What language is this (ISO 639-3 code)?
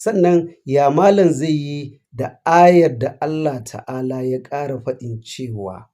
hau